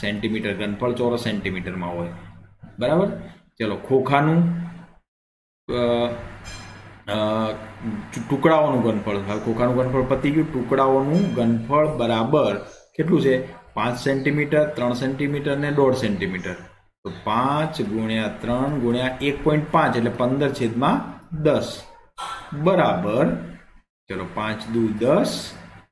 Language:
Gujarati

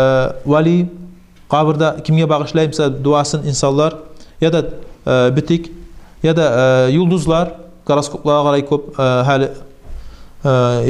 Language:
Kumyk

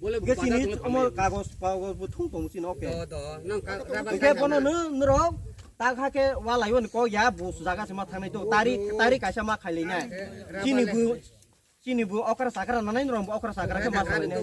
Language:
Riang (India)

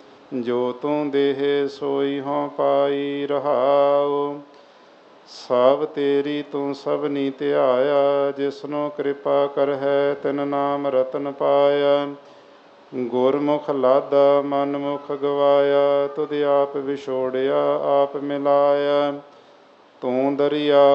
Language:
Punjabi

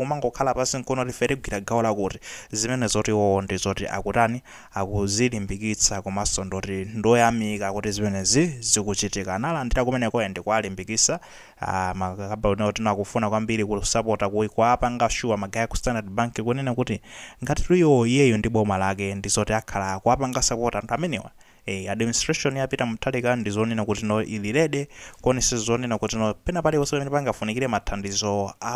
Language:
Nyanja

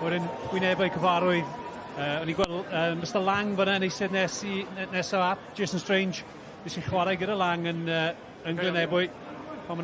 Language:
Welsh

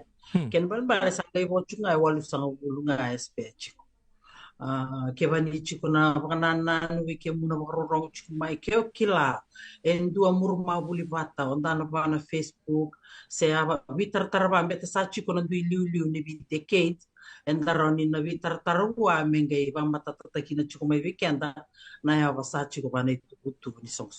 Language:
Fijian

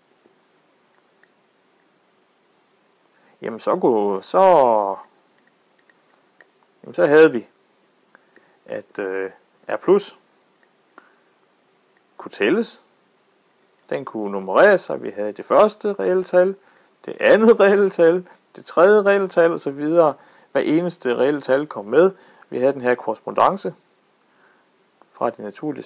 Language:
Danish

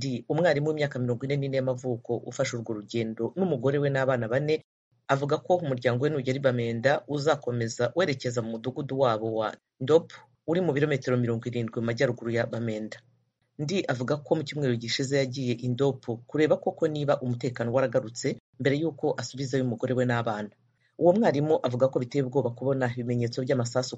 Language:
Kinyarwanda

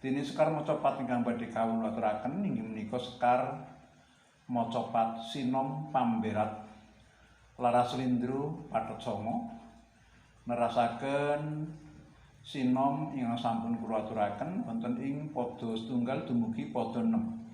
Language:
Javanese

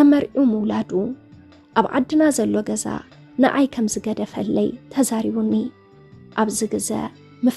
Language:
Tigrinya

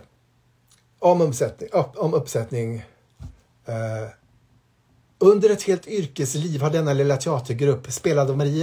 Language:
Swedish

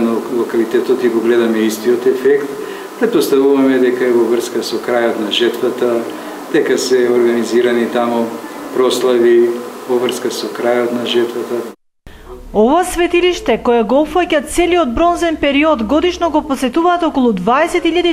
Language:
Macedonian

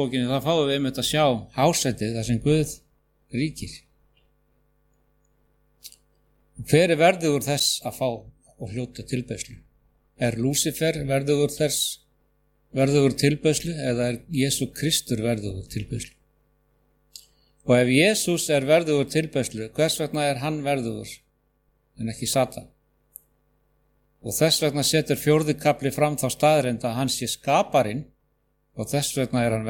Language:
Icelandic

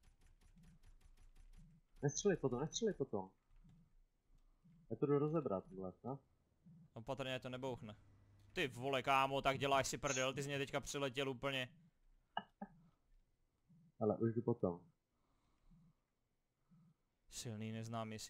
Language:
Czech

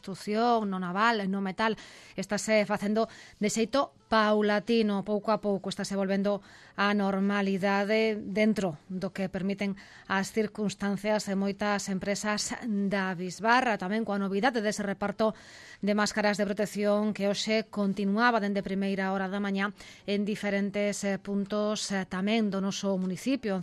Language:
Galician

